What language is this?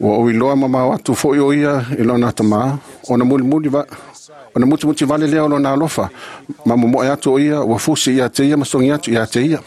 Samoan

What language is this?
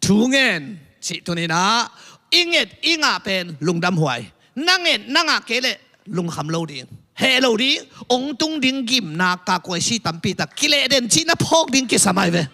Tedim Chin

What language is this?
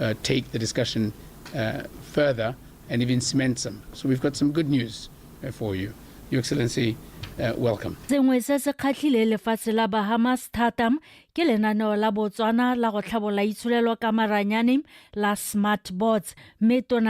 Tswana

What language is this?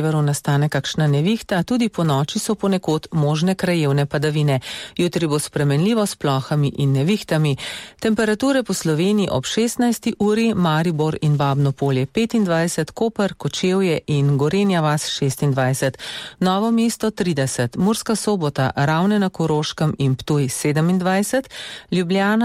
Slovenian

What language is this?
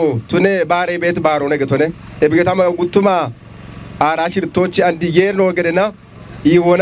Kafa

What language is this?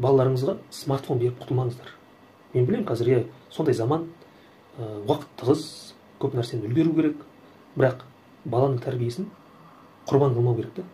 Kazakh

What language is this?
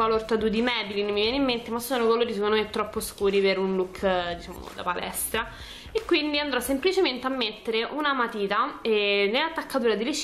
Italian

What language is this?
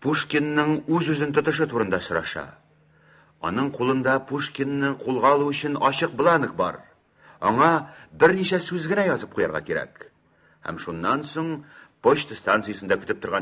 Tatar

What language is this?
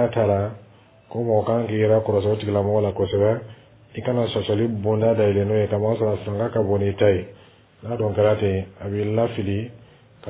Dyula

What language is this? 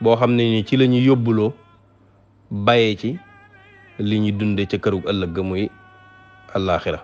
Wolof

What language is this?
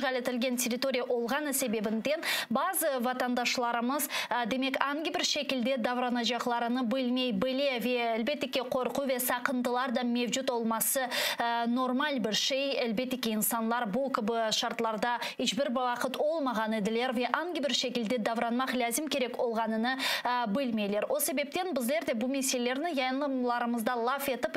Crimean Tatar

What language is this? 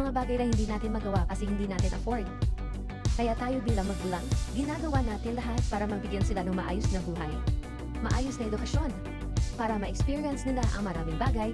Filipino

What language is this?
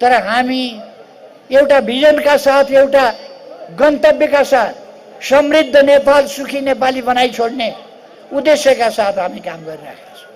Nepali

